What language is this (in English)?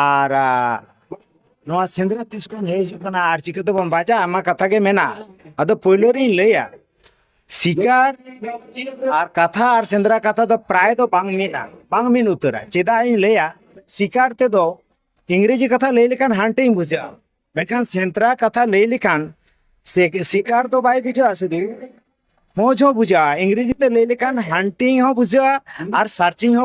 Santali